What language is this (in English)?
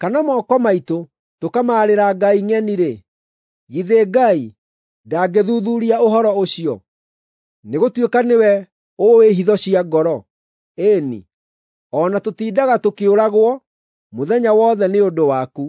Kikuyu